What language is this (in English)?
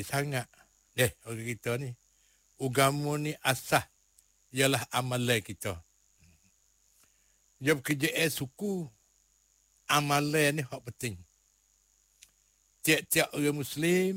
Malay